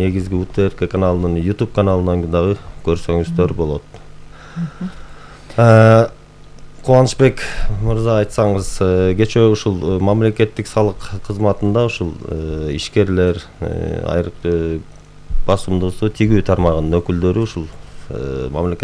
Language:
Kyrgyz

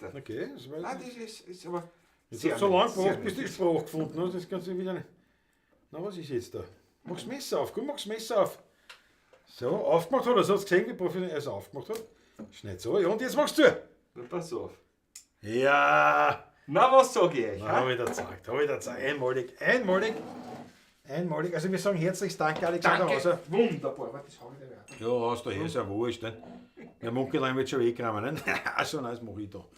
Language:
Bavarian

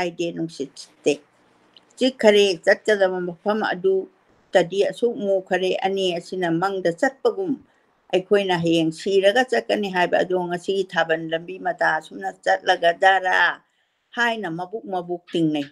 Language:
Manipuri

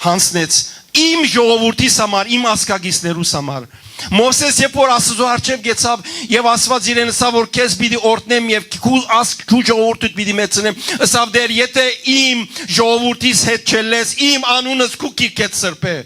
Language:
Western Armenian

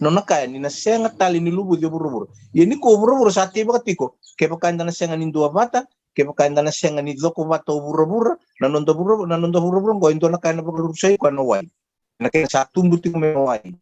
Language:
Fijian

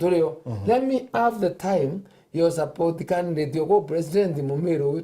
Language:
Meru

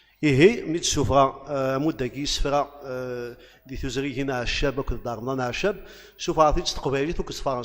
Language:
Kabyle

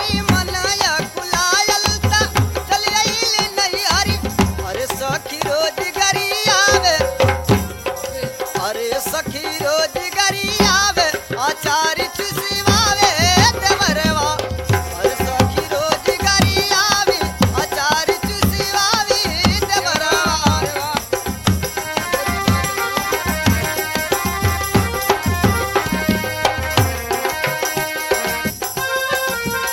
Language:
Bhojpuri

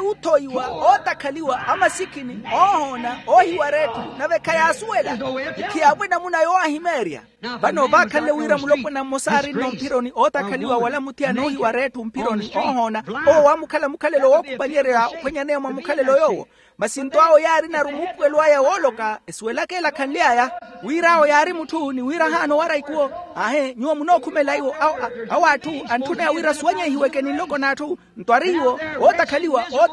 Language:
Makhuwa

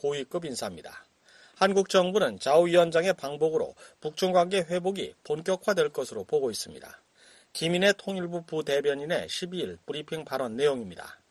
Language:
Korean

